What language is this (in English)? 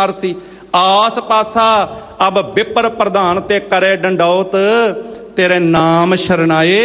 Punjabi